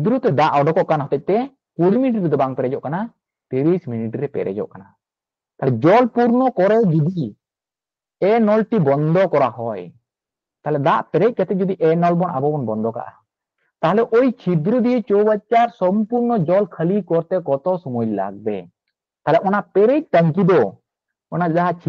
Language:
Santali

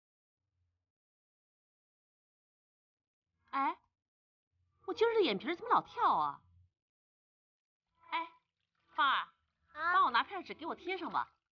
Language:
Chinese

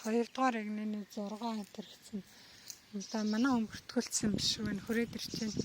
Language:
Mongolian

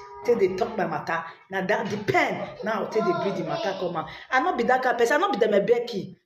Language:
Nigerian Pidgin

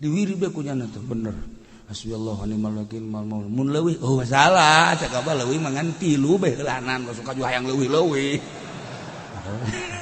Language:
Sundanese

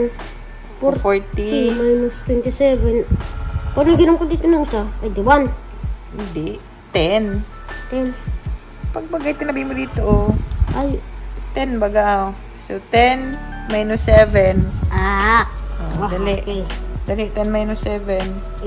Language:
Filipino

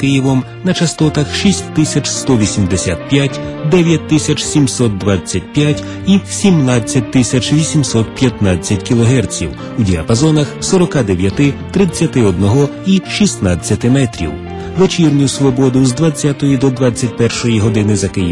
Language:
Ukrainian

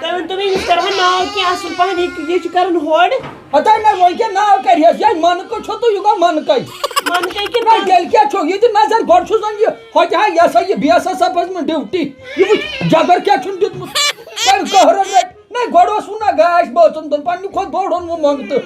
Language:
Kashmiri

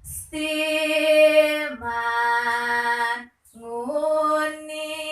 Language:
Balinese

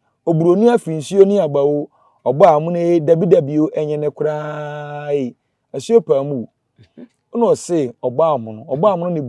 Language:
Akan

